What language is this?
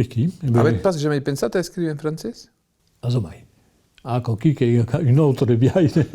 Occitan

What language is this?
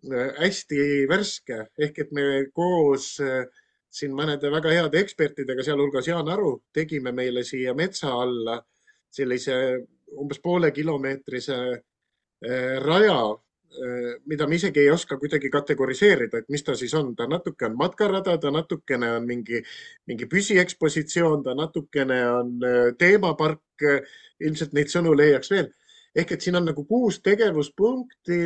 Estonian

